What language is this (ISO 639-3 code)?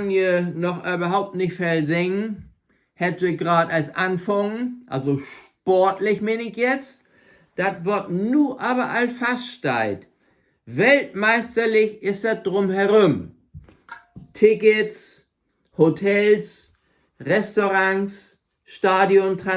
nds